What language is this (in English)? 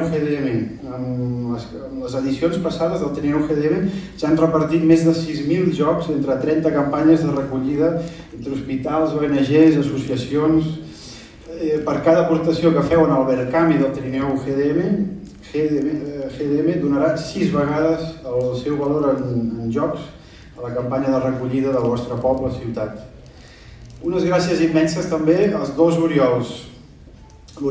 Catalan